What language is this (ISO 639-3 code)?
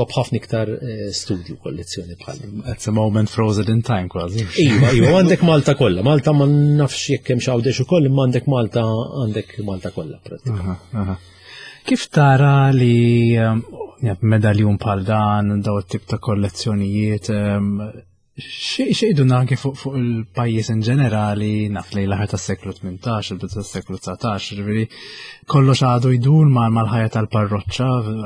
mlt